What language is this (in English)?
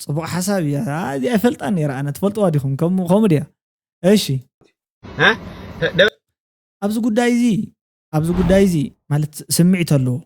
Tigrinya